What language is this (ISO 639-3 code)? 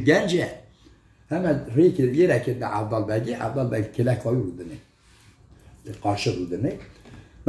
kur